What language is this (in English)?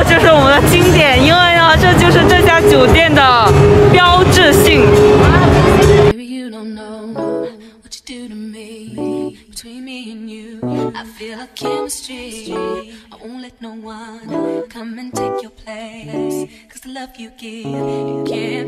Chinese